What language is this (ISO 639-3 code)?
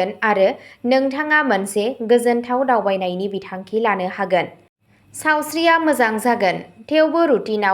brx